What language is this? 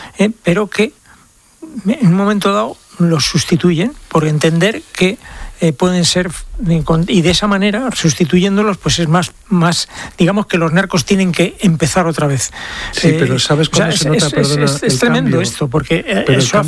Spanish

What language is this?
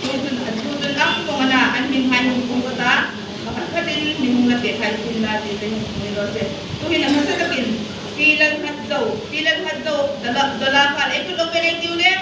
Hmar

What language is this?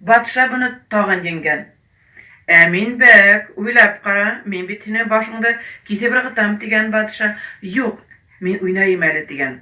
Bashkir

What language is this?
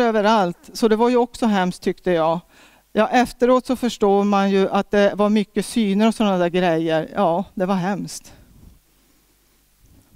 Swedish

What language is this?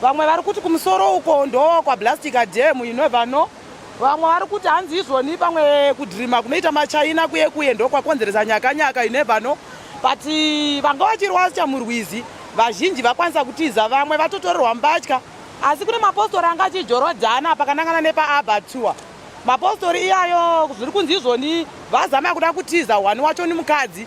Shona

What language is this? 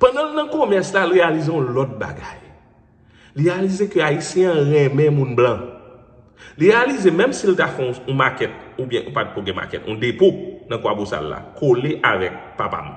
Haitian Creole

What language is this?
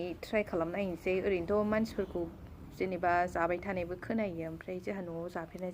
Bodo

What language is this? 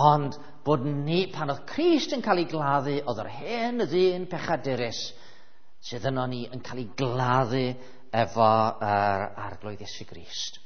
Welsh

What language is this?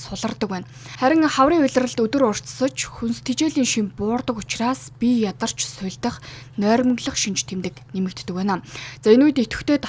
Mongolian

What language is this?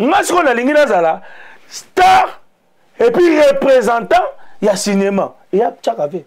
Lingala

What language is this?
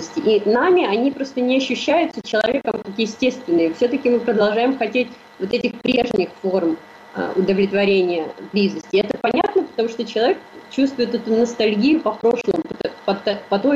Russian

